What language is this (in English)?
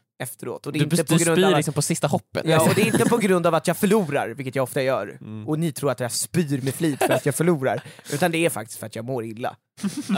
Swedish